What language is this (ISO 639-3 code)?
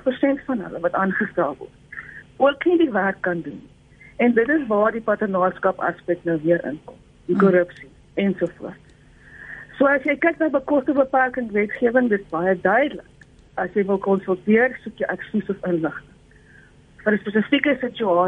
afr